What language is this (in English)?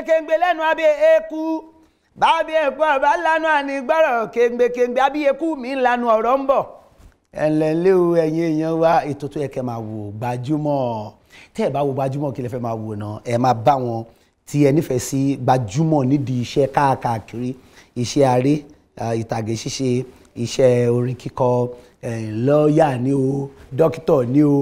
Yoruba